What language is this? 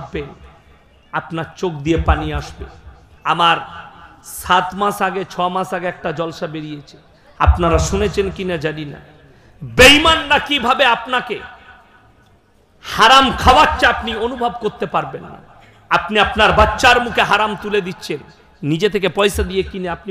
Bangla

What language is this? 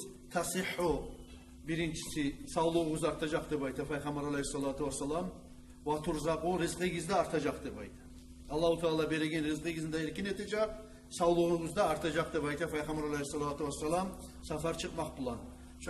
Kumyk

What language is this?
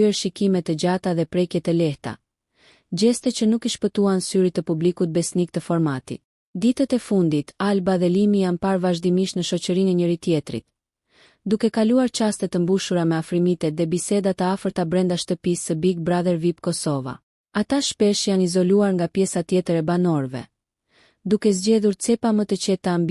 Albanian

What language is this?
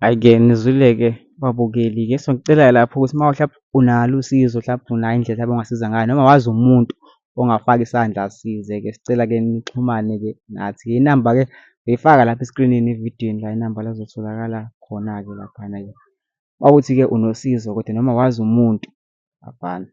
Zulu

